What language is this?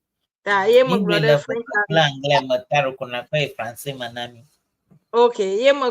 Ewe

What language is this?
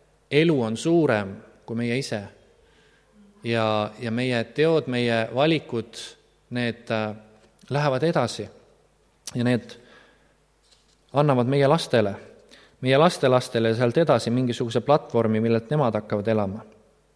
Estonian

